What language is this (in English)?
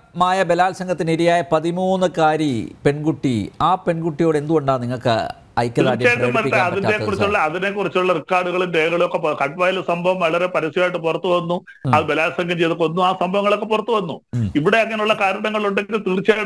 Malayalam